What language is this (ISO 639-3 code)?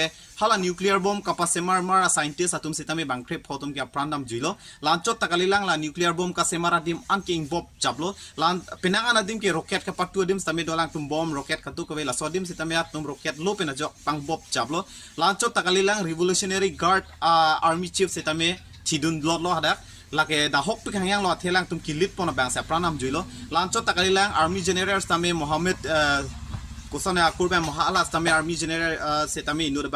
mjw